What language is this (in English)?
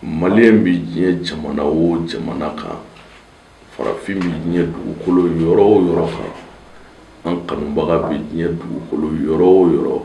Bambara